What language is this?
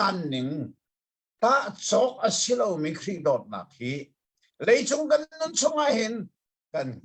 Hakha Chin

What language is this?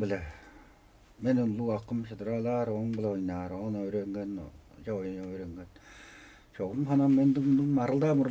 Tuvinian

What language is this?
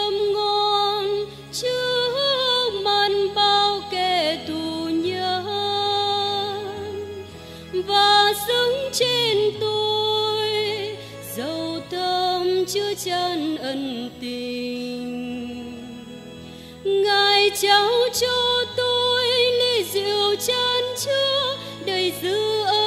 Vietnamese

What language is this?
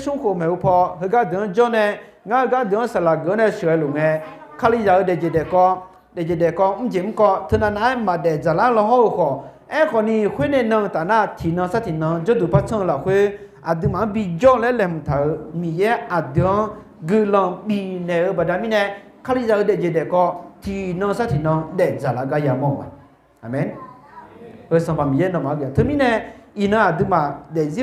Akha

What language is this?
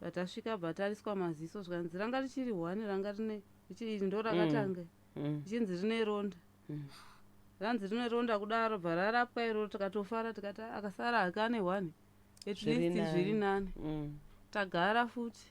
Shona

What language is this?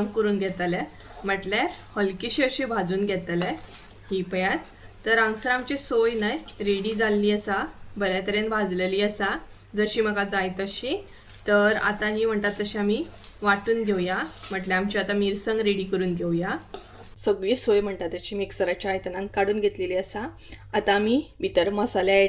Konkani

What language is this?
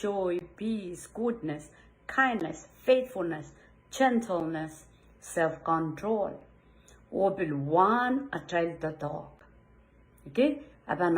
Pohnpeian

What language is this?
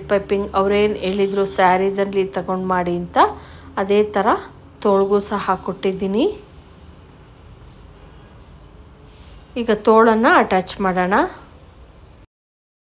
Kannada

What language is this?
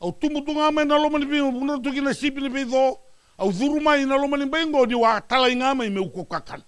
Fijian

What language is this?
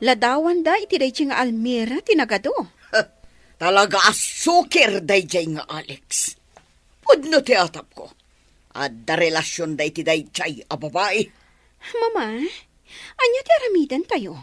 Iloko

